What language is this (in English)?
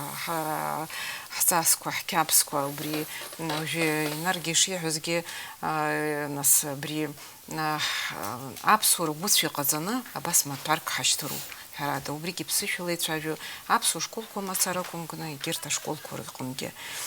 Abkhazian